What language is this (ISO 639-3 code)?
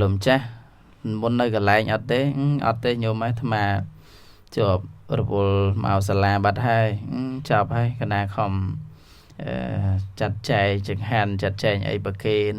khm